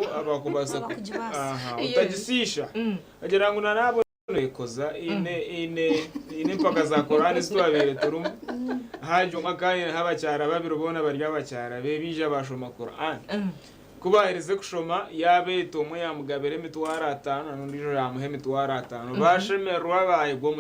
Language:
Nyankole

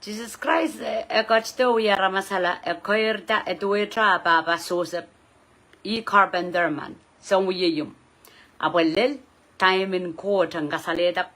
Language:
Pohnpeian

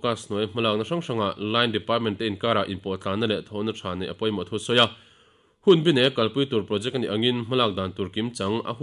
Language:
Mizo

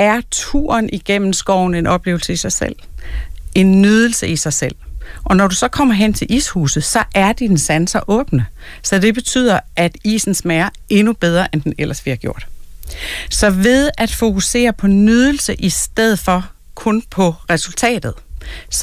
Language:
Danish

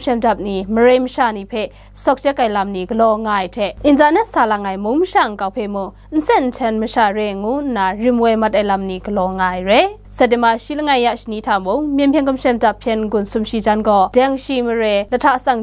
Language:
Kachin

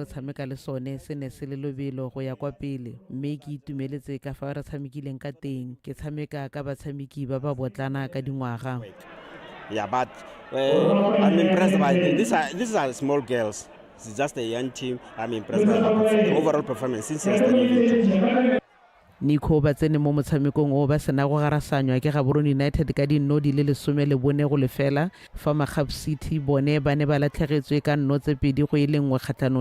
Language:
Tswana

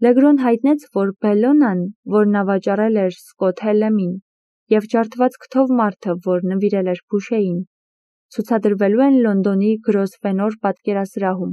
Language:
Armenian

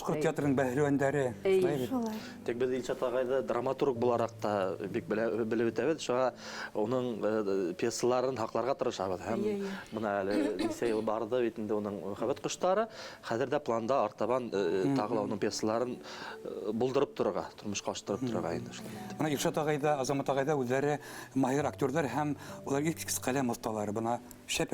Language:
Bashkir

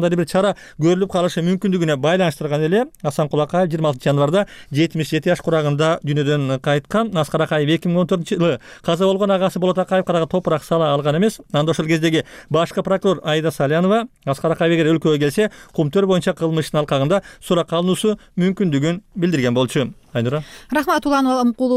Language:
Kyrgyz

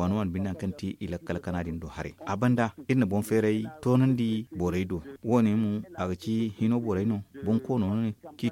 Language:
Zarma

